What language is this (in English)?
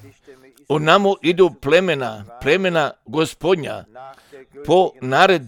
Croatian